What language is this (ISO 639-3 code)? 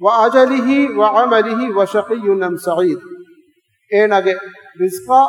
div